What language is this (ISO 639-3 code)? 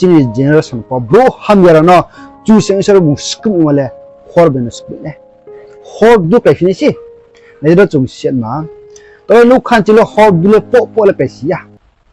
ria